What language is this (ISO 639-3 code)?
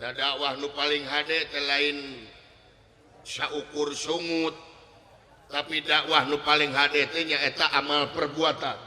sun